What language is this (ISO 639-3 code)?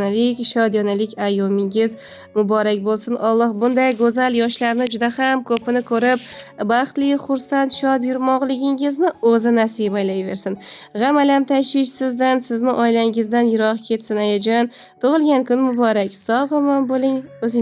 uzb